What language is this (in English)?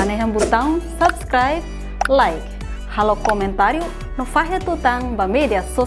Tetum